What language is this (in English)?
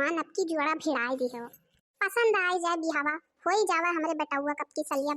Awadhi